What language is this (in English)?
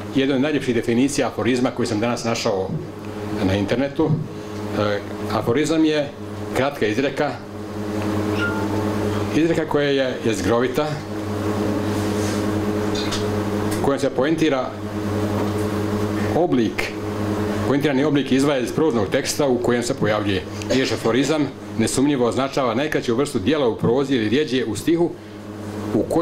Bosnian